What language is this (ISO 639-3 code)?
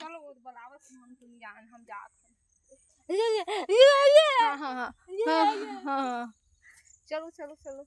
hne